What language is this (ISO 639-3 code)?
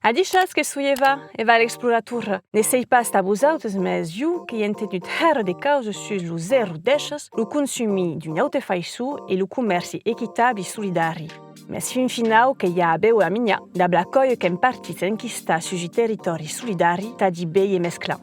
oci